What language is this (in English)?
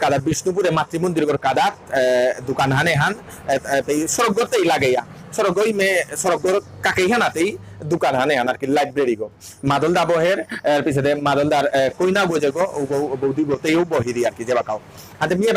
Bishnupriya